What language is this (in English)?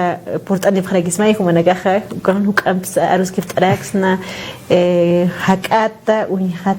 Aymara